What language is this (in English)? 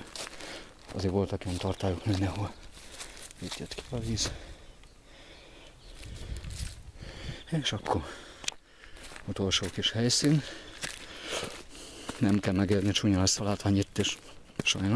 Hungarian